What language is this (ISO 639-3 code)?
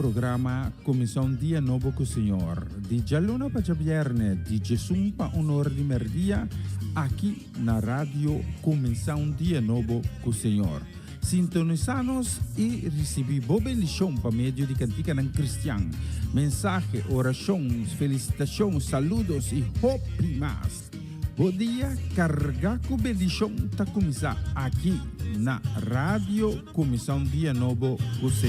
pap